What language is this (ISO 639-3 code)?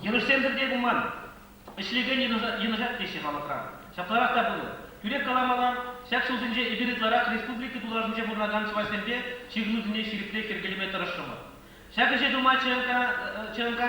chv